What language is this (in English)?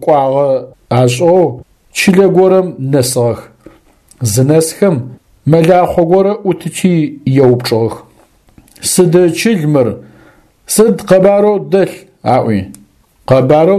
Adyghe